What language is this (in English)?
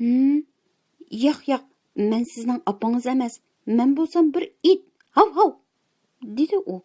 Uyghur